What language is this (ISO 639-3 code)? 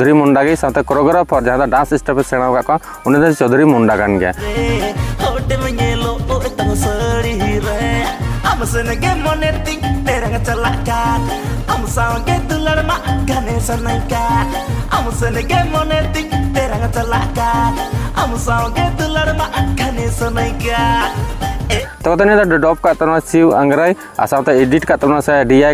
sat